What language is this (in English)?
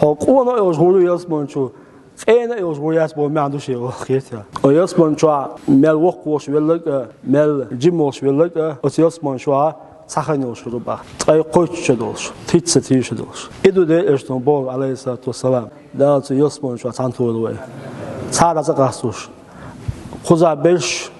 Chechen